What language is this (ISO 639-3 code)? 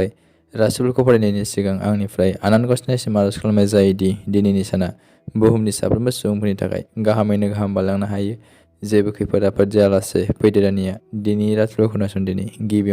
brx